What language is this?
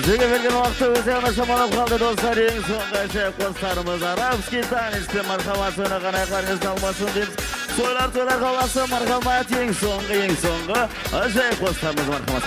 Kara-Kalpak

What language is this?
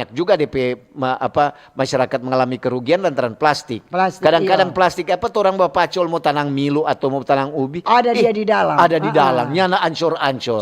Manado Malay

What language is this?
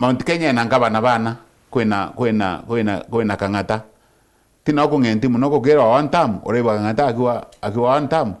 Meru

